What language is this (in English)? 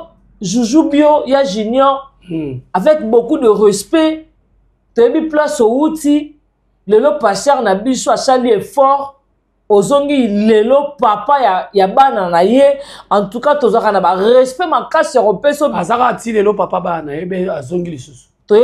Lingala